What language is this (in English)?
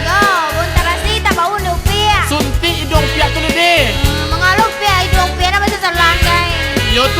Minangkabau